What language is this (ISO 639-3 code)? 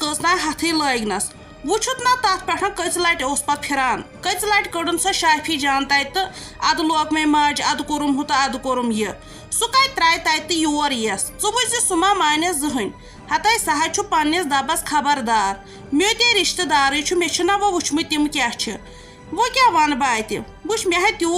kas